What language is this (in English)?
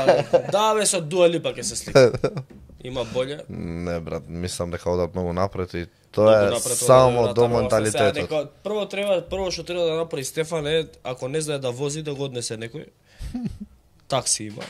Macedonian